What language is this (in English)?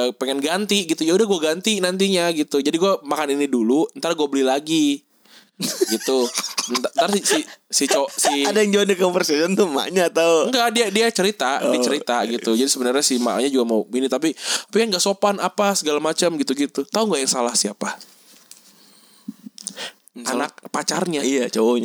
Indonesian